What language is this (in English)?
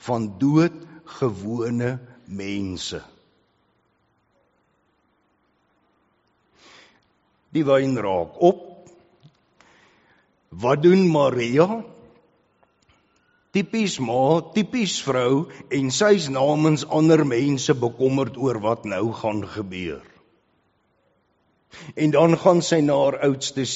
Afrikaans